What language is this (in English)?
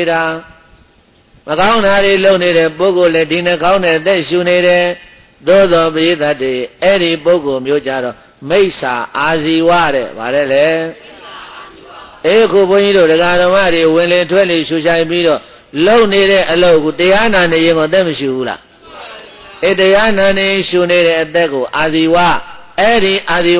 Burmese